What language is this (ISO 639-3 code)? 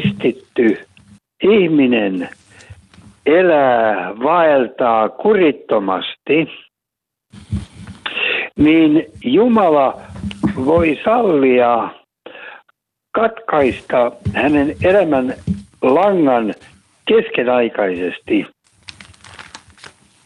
fin